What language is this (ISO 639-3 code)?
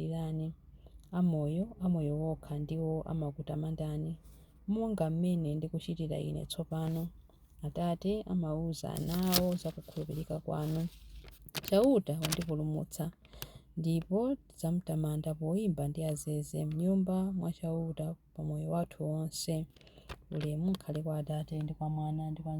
nya